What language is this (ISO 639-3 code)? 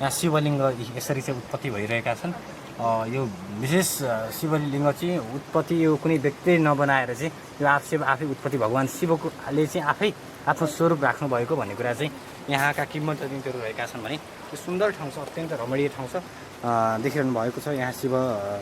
nep